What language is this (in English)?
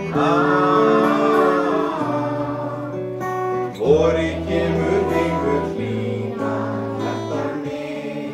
Icelandic